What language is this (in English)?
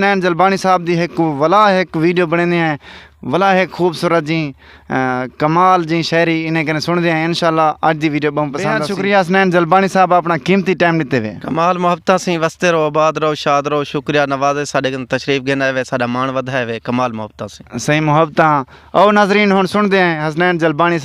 Saraiki